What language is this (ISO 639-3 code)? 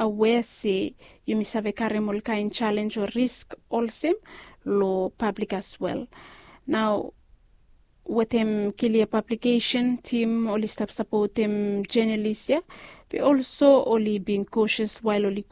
bis